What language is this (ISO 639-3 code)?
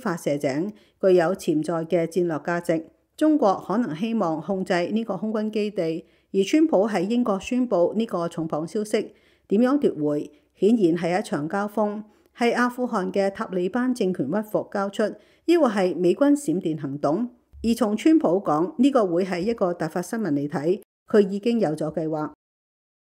yue